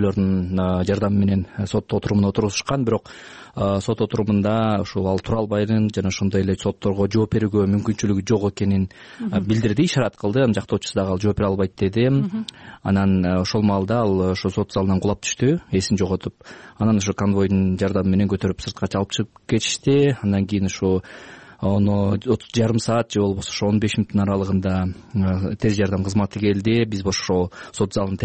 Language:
Kyrgyz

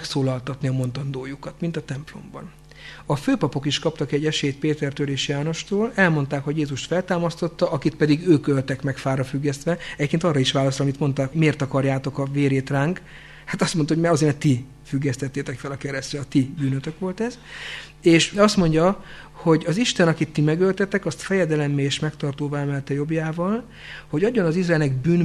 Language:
Hungarian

